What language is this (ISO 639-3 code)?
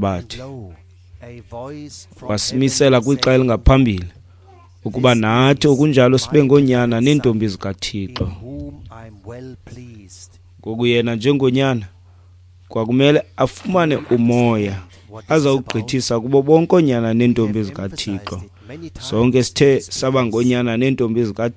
xho